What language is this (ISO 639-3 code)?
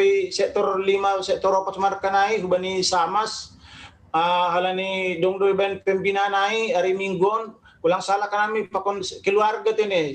bts